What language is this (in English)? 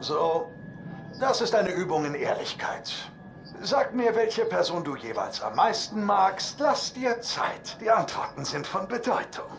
Swiss German